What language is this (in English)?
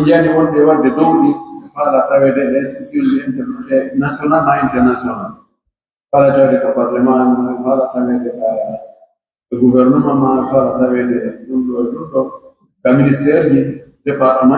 Pular